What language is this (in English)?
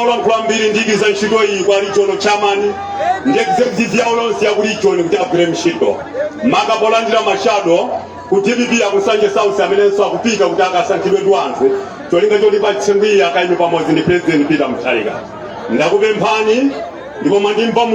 Nyanja